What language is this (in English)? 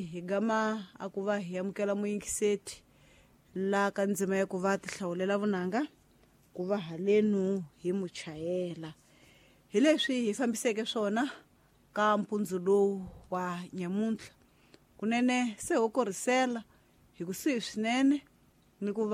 Tsonga